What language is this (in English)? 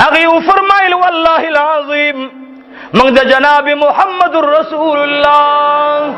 Pashto